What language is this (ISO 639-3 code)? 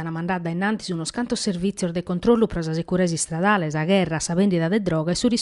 srd